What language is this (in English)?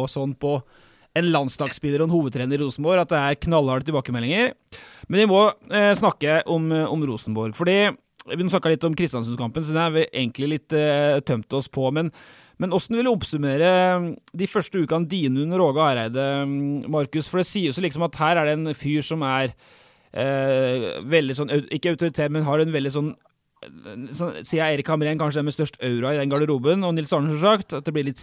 Norwegian